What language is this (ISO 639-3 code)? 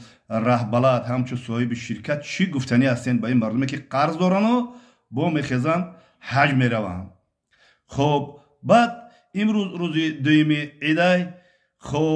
tgk